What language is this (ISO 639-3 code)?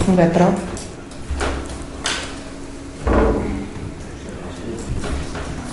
ces